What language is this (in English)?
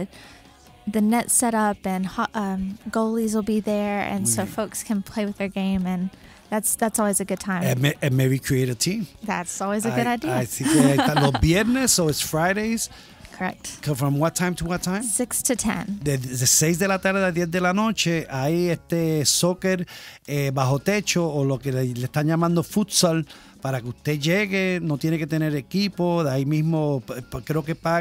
Spanish